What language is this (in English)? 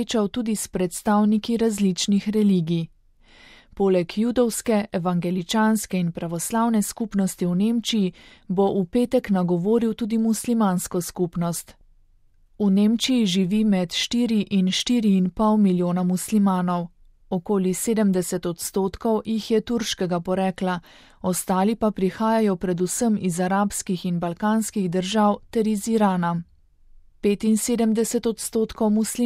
Slovenian